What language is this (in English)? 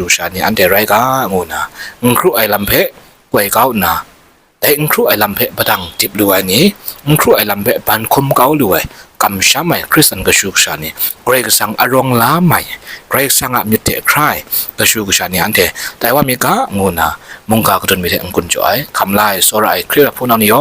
Kachin